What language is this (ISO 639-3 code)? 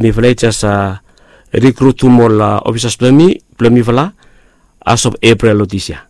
bis